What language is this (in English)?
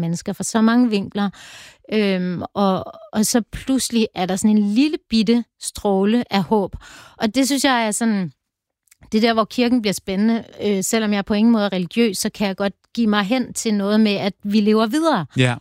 Danish